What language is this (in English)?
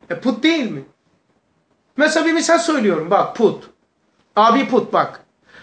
Turkish